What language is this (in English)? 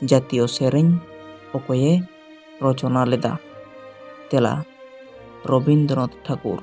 Santali